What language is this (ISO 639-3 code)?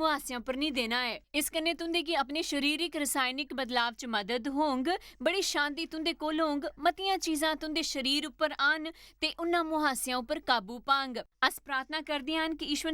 doi